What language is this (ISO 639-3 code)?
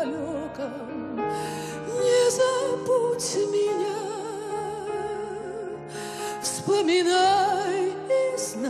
rus